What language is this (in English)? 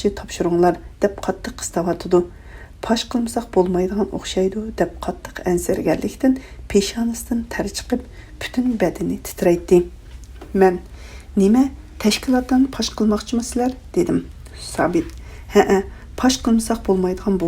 Uyghur